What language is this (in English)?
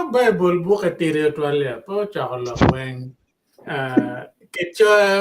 Acoli